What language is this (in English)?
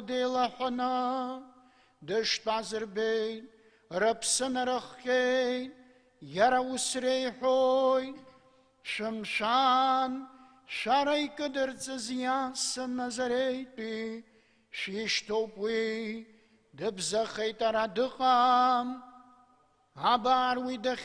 Abkhazian